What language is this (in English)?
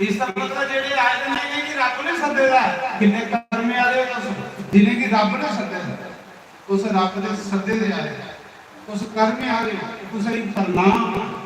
Dogri